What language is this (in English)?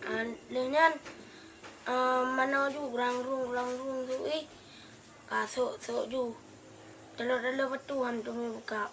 Achinese